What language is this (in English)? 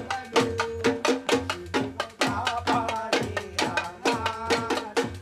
Betawi